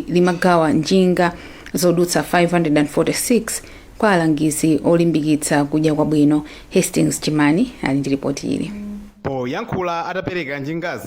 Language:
Nyanja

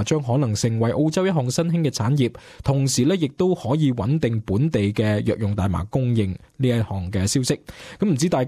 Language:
Cantonese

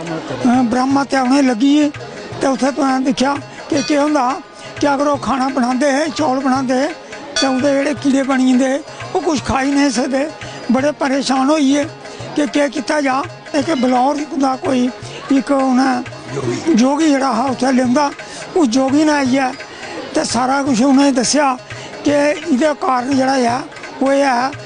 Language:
Dogri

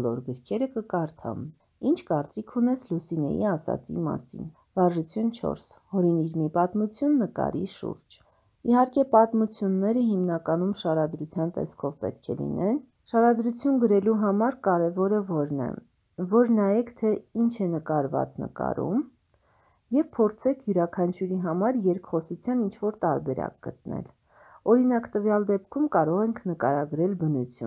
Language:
Armenian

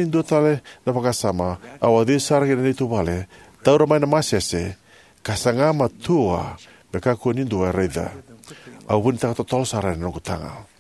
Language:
Fijian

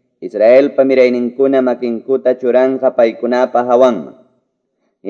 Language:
Quechua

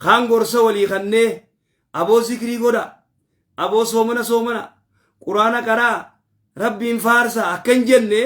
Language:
Oromo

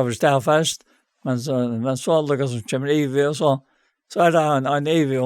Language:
Faroese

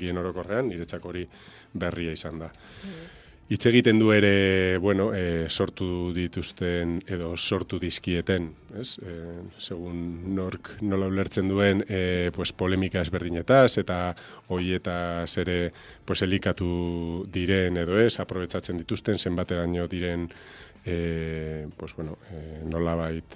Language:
Basque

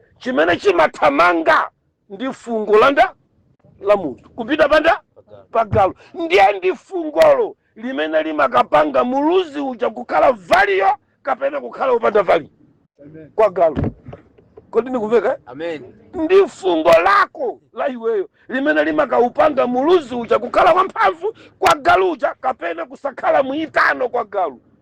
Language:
Nyanja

